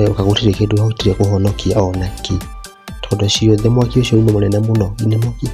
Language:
Kikuyu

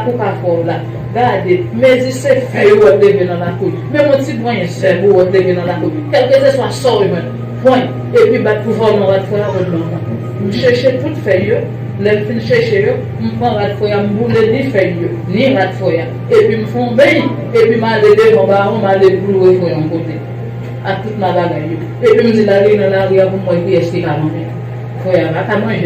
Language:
Haitian Creole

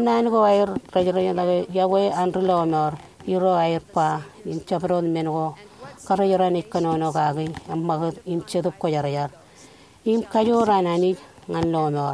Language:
Marshallese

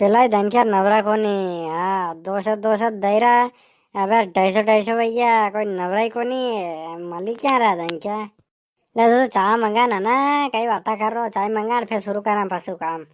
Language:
Rajasthani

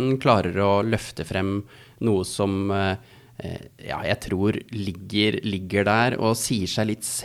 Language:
Norwegian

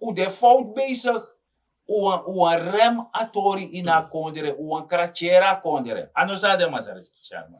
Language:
Sranan Tongo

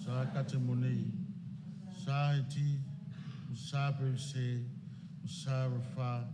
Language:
Samoan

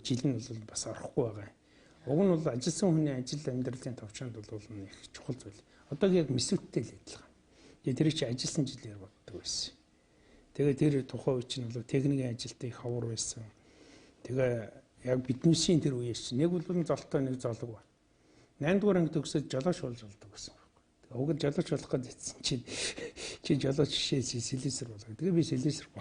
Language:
Mongolian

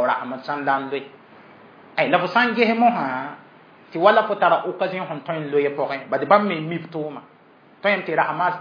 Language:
Mossi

